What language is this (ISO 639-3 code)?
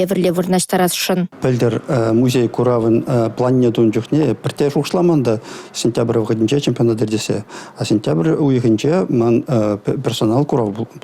chv